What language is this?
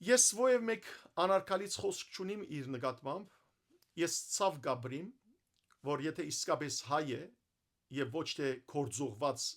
Western Armenian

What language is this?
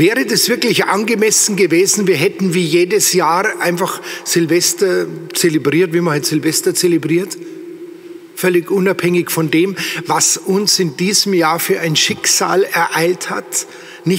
German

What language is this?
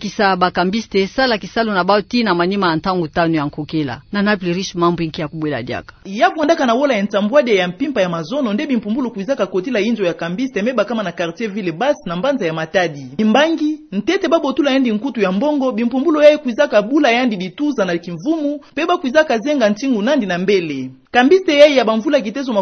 Kituba (Democratic Republic of Congo)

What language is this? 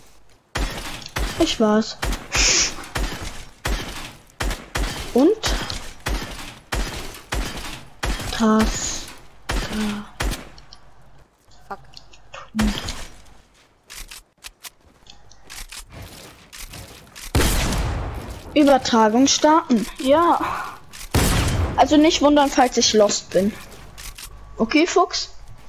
German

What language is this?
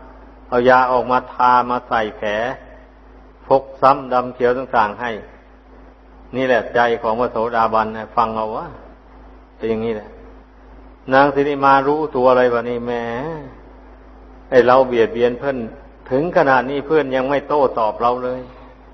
Thai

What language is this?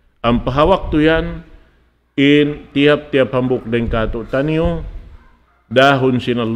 Tausug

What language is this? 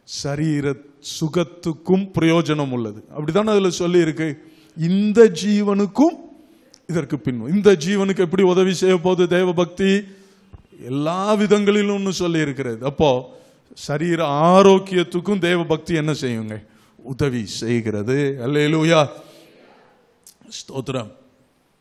Tamil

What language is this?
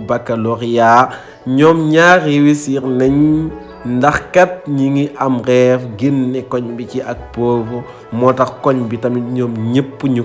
Wolof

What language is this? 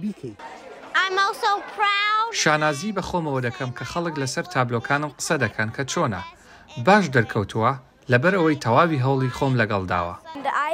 Central Kurdish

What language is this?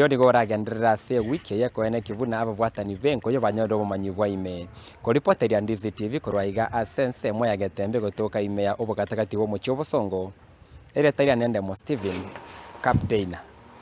Gusii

